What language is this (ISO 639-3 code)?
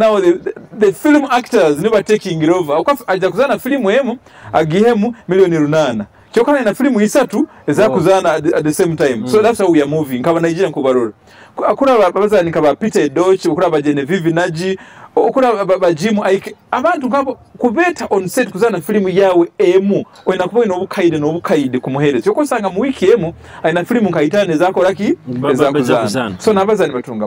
nyo